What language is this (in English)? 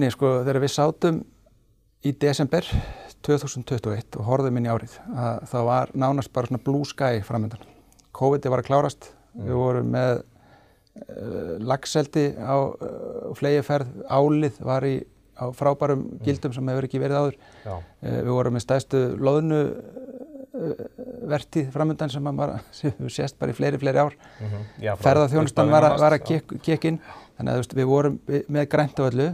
Icelandic